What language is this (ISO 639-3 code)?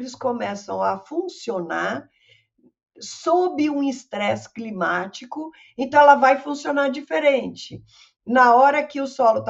por